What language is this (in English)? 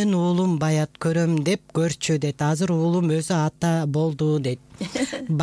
Kyrgyz